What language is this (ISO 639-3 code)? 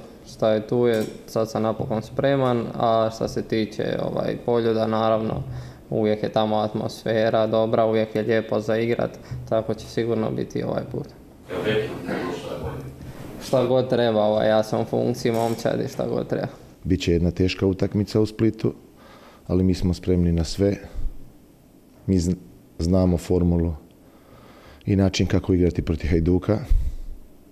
hrv